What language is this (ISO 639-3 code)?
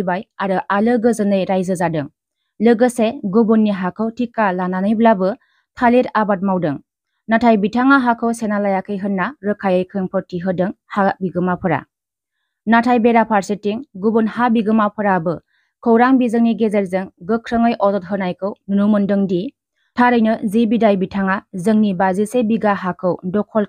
brx